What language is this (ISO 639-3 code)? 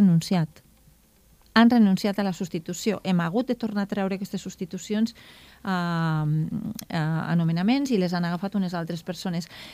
cat